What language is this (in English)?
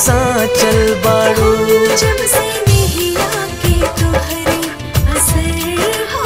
Bhojpuri